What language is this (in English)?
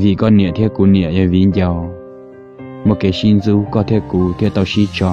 Hmong